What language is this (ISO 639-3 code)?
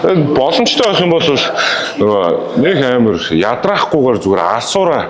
mon